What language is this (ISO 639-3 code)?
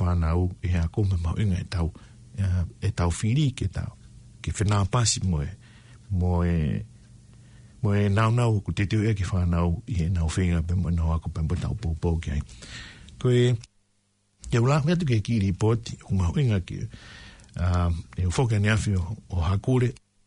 ton